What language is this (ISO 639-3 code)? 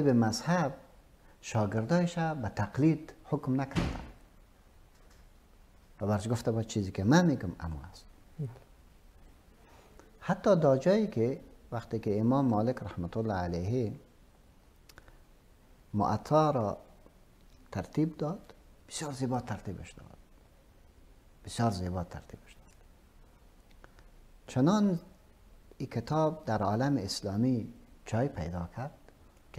fas